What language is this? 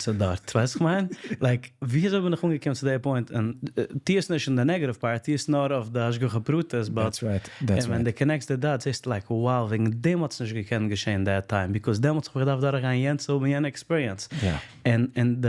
Yiddish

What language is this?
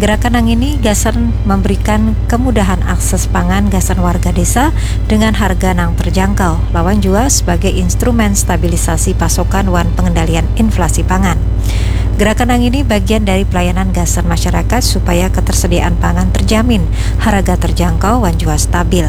Banjar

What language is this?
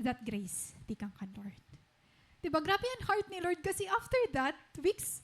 Waray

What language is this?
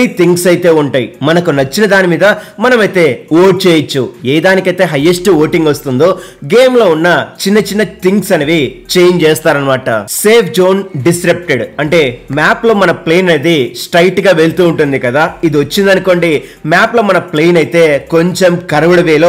Telugu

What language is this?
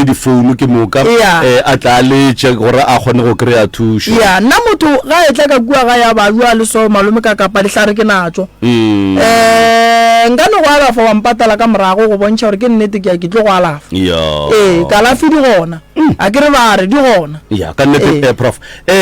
Northern Sotho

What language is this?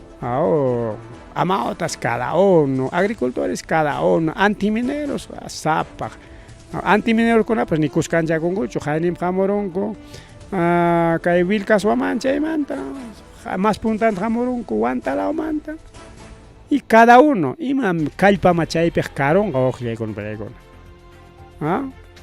Ayacucho Quechua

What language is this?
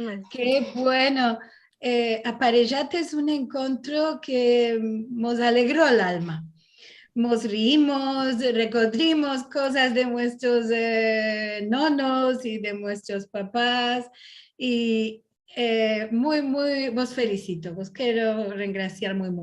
Ladino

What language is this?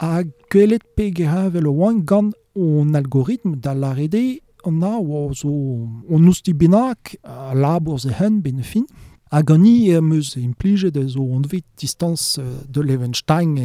Breton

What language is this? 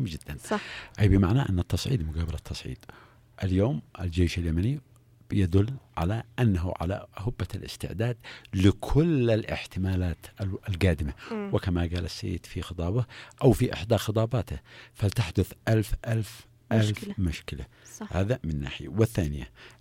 Arabic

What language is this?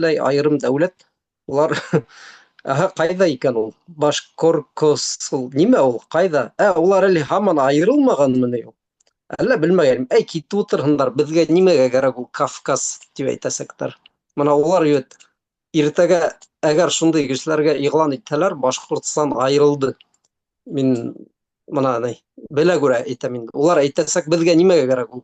Bashkir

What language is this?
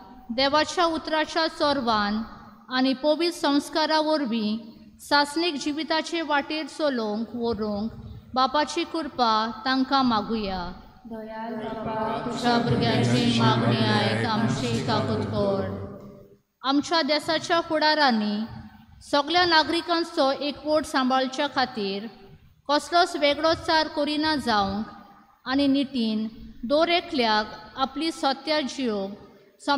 Konkani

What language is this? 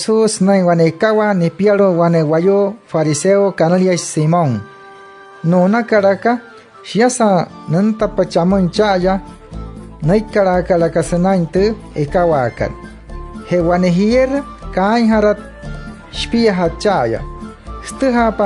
Wayuu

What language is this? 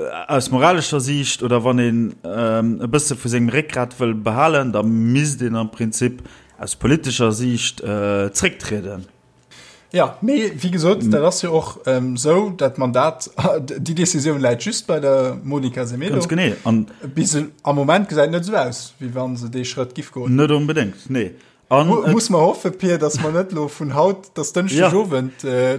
Luxembourgish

